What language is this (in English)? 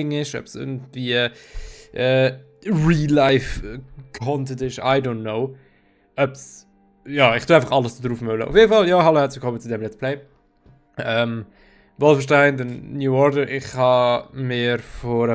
Swiss German